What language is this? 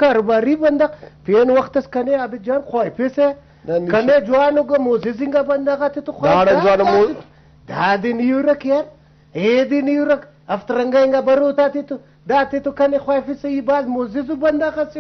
Brahui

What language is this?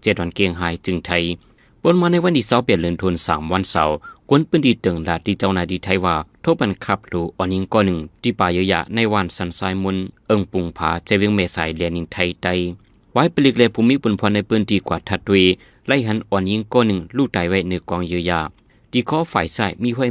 Shan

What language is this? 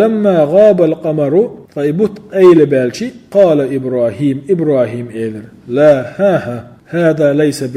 Chechen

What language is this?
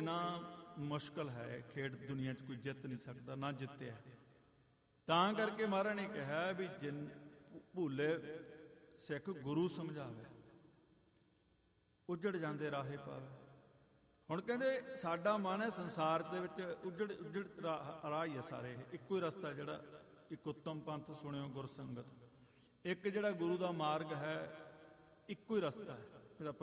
Punjabi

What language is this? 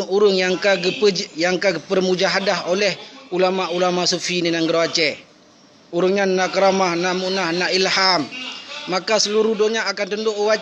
Achinese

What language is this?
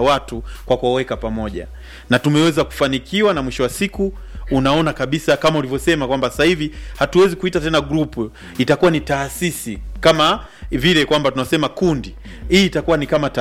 Swahili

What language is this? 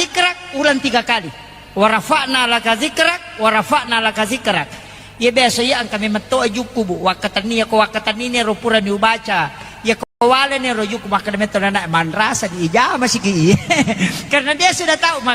Buginese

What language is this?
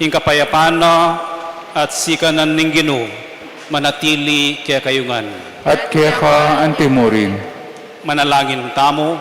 Pampanga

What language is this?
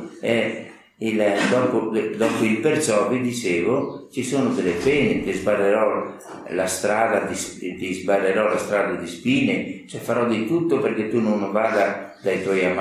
Italian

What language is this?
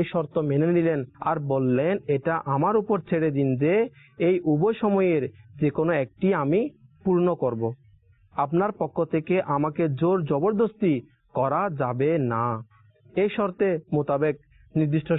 Bangla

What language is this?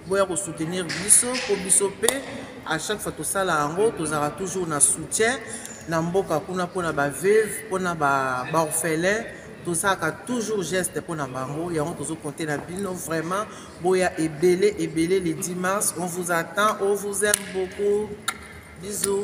Lingala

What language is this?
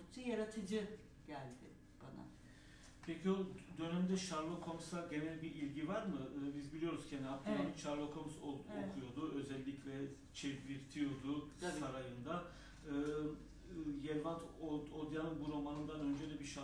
Turkish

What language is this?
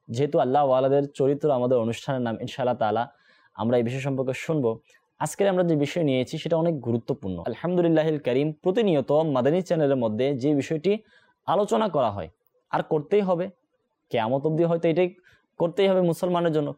Bangla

